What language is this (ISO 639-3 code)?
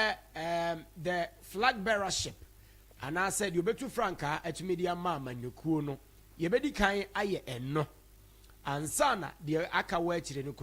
aka